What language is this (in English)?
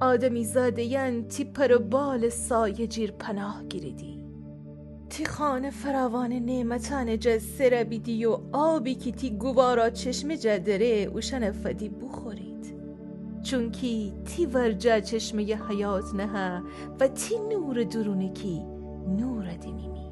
Gilaki